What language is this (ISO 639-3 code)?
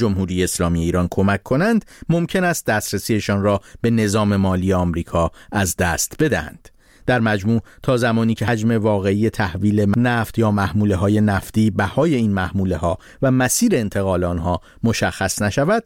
fas